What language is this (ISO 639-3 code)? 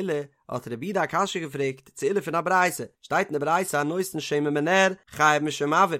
yid